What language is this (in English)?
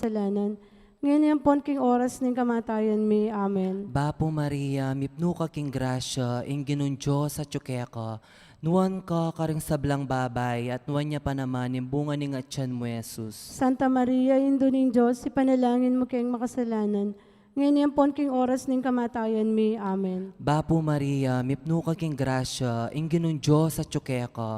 Pampanga